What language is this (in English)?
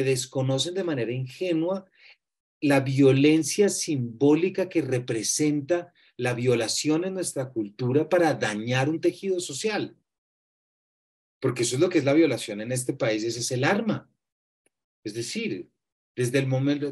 Spanish